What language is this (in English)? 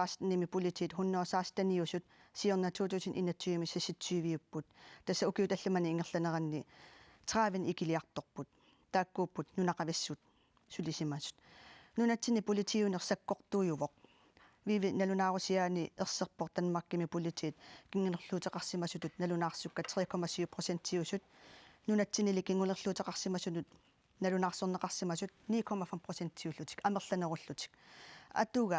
Kalaallisut